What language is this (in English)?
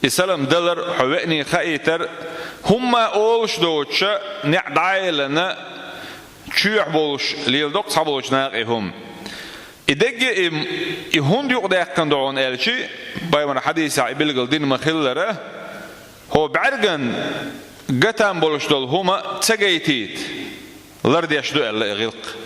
Chechen